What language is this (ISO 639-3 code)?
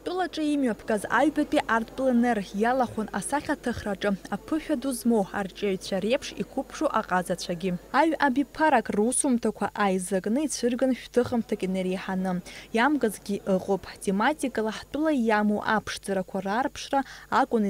abk